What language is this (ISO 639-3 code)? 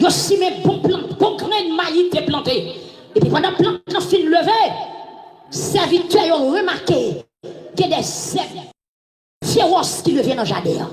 hat